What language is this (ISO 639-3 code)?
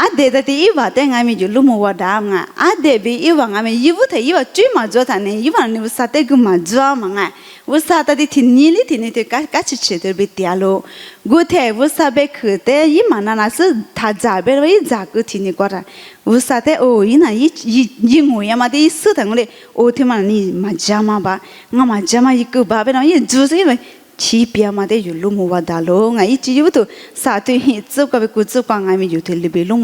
lis